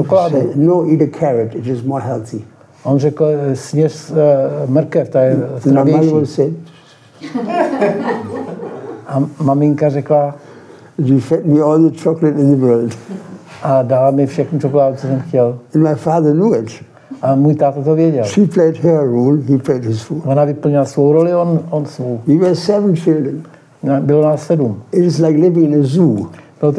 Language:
Czech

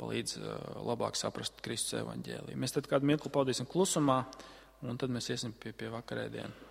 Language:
Latvian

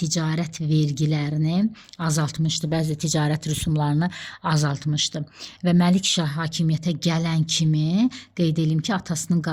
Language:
Azerbaijani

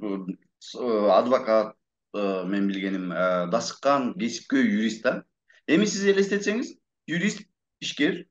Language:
Kyrgyz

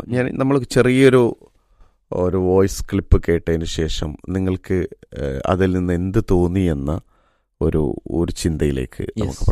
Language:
Malayalam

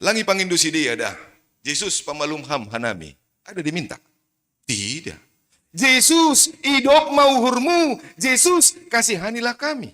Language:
Batak Simalungun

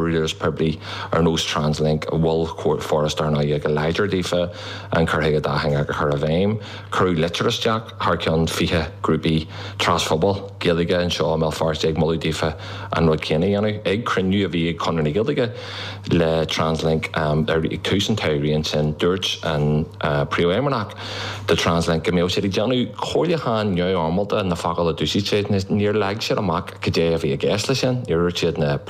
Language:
Irish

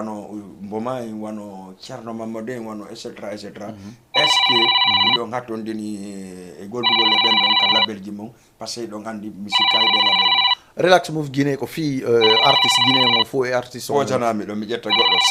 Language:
Fula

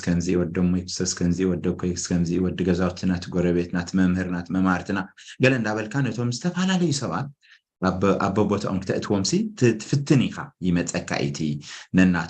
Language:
Tigrinya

